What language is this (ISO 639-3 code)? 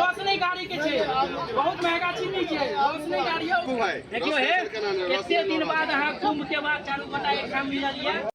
mai